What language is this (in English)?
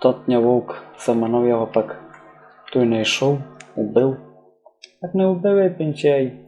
Rusyn